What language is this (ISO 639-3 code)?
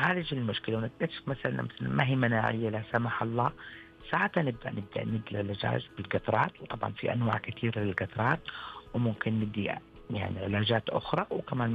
ars